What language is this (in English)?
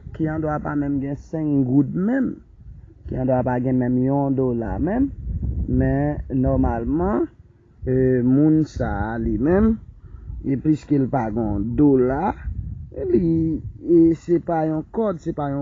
Haitian Creole